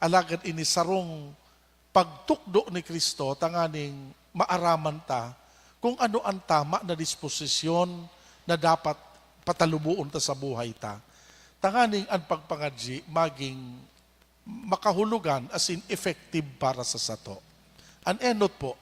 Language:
Bikol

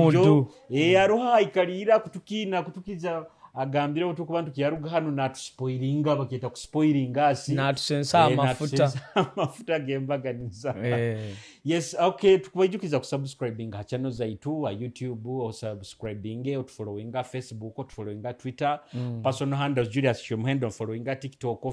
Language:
Nyoro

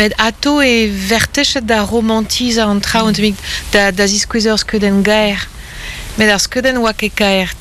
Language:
Breton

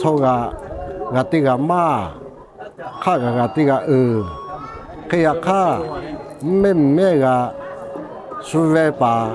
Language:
Lahu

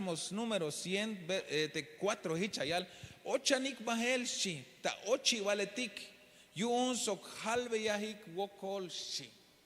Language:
Tzeltal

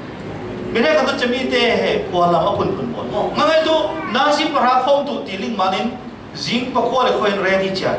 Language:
Falam Chin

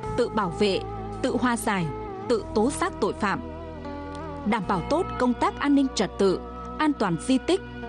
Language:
Vietnamese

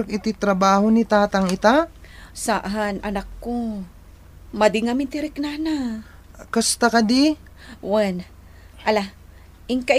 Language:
Iloko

